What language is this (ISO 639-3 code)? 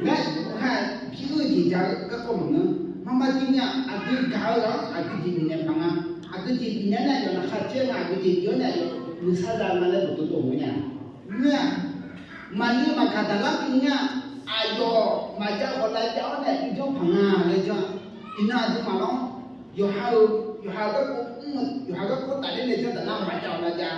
ahk